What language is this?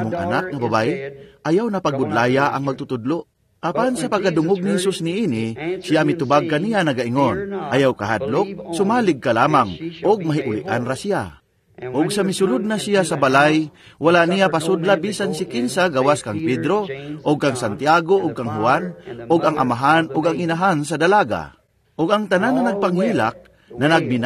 Cebuano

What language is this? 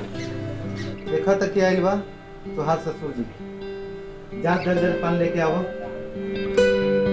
Bhojpuri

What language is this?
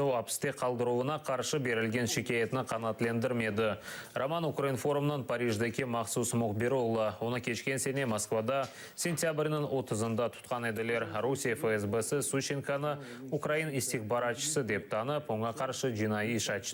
Crimean Tatar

